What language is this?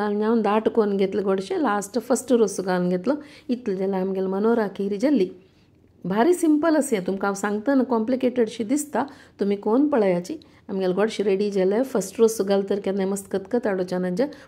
Konkani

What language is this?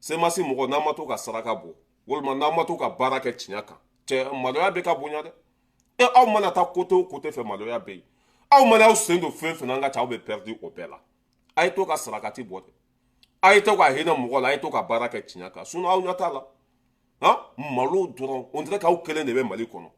Bambara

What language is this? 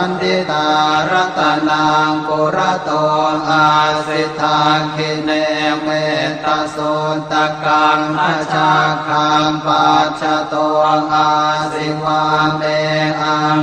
Pali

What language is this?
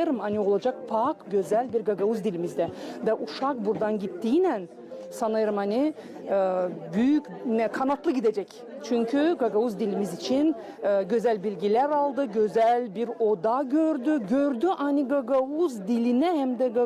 Gagauz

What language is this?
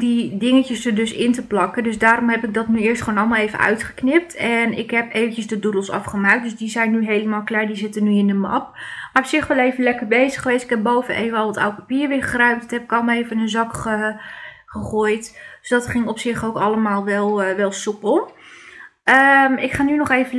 Dutch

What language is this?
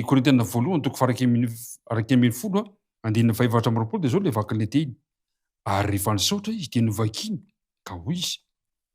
Malagasy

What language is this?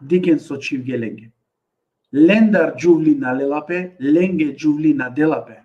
Balkan Romani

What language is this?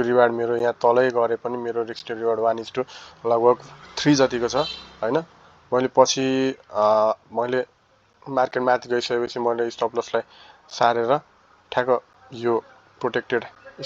Nepali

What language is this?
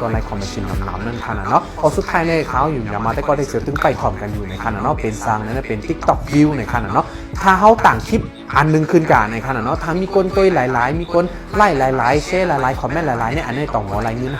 Shan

